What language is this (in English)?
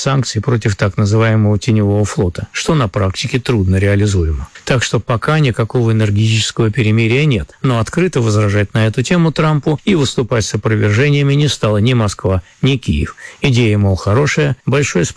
Russian